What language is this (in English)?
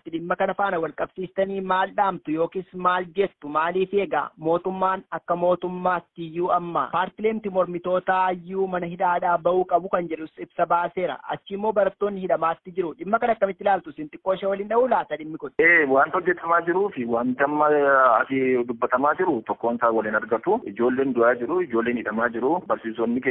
Oromo